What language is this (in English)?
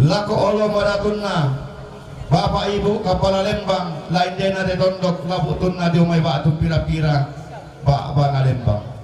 Toraja-Sa'dan